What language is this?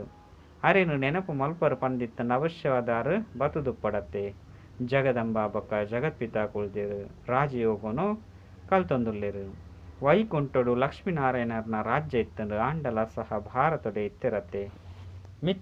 Tulu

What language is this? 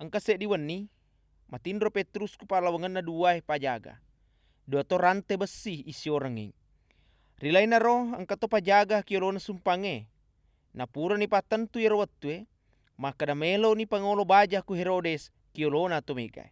Buginese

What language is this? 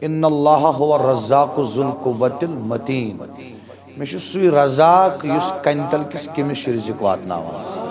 Kashmiri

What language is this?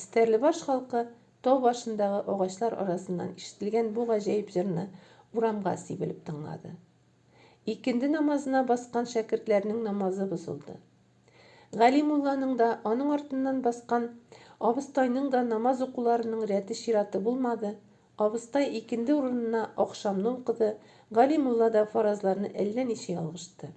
Tatar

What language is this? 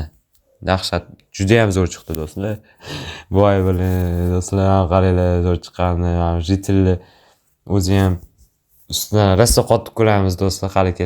Uzbek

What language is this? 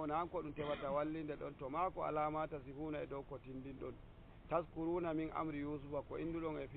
Nigerian Fulfulde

